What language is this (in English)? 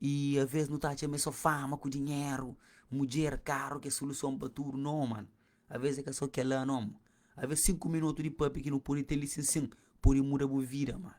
Kabuverdianu